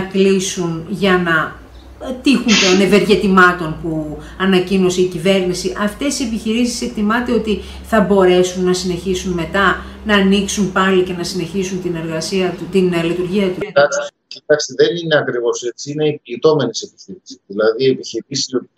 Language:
Greek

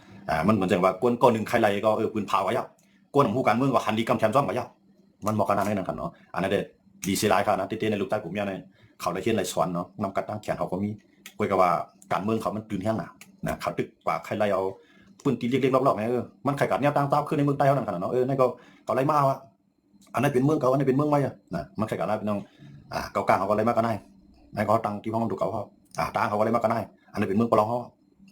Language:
Shan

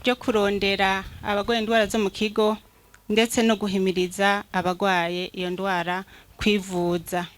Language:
Rundi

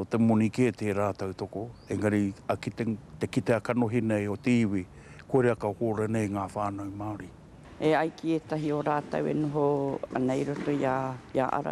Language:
Māori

